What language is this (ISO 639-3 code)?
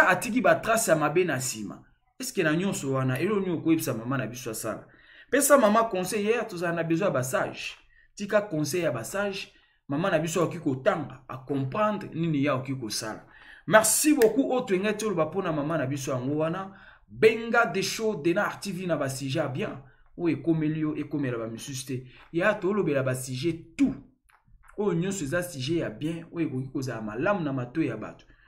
lin